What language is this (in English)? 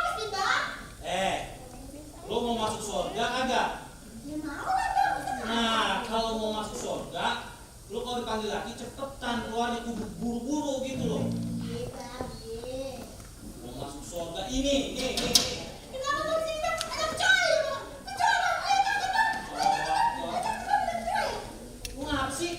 Betawi